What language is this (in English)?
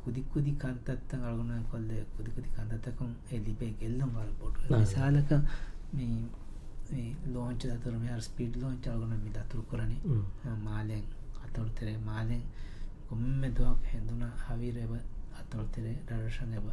Divehi